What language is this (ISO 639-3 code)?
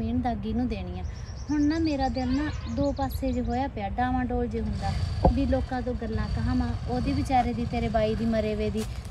pan